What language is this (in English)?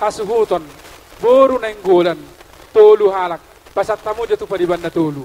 Batak Toba